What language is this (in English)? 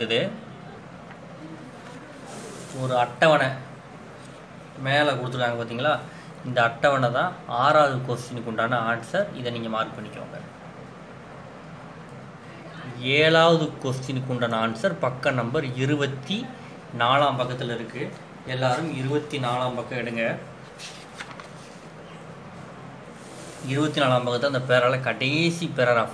Tamil